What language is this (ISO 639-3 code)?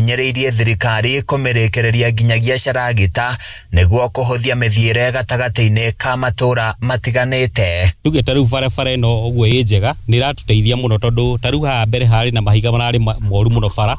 kik